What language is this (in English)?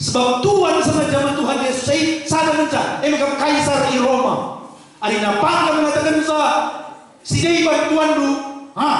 Batak Karo